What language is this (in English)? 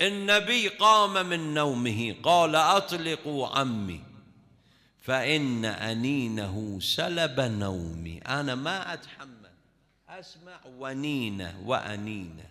Mesopotamian Arabic